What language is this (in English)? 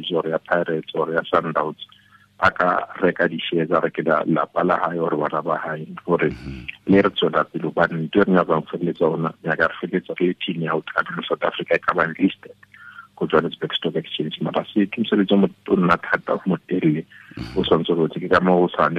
Tswana